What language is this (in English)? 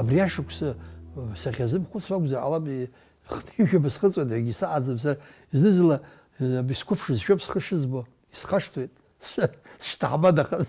Abkhazian